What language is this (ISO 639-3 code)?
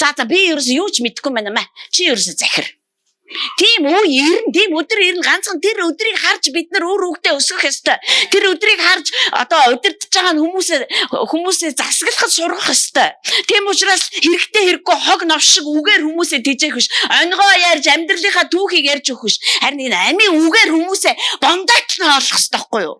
mon